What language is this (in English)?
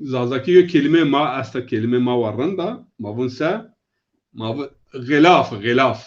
Zaza